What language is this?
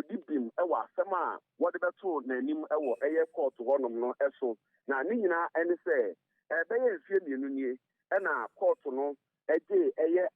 Akan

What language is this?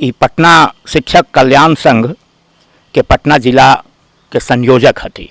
Magahi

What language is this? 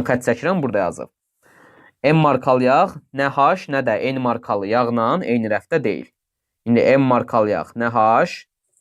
Azerbaijani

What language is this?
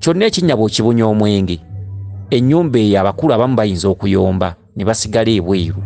Ganda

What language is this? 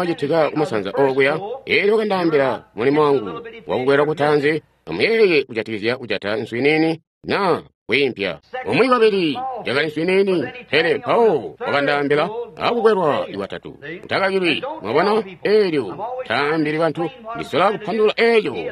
Tonga (Zambia)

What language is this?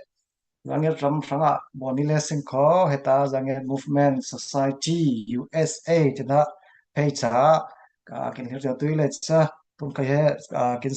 Falam Chin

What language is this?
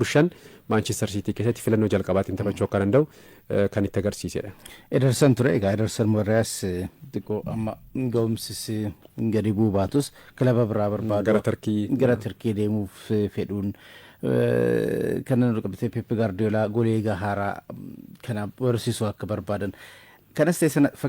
Oromo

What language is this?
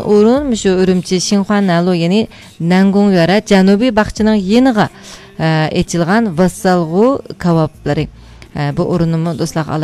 Uyghur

